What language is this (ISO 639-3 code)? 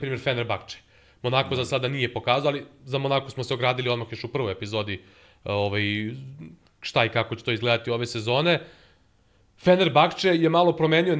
srp